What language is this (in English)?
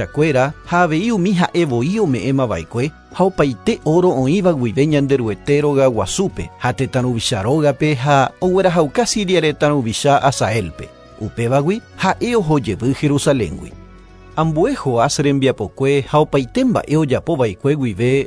Guarani